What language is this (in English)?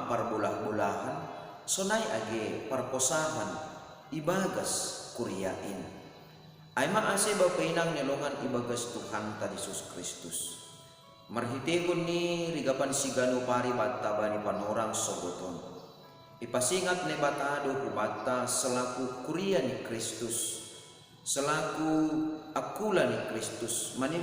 Batak Simalungun